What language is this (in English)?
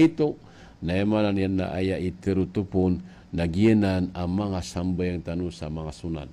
Maranao